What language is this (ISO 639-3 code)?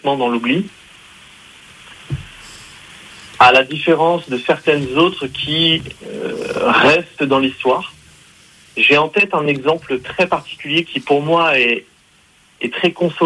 fra